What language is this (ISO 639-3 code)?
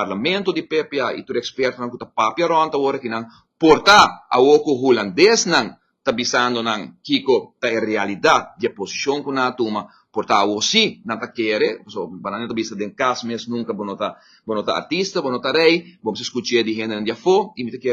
pap